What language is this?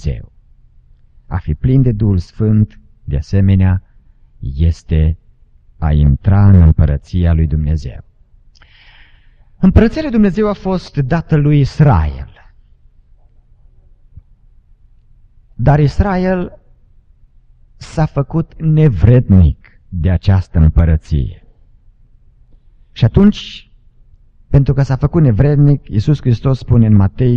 Romanian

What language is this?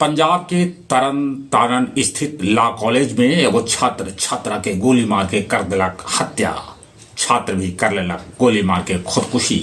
Magahi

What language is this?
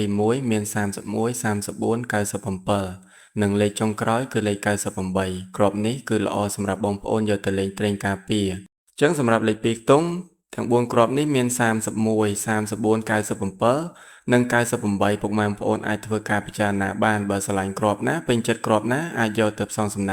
Khmer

